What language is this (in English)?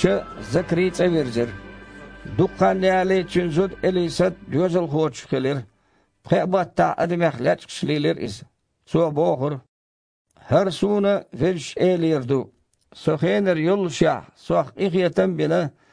Chechen